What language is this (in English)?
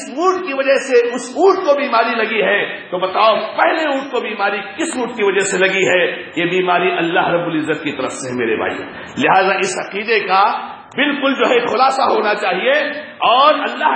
Urdu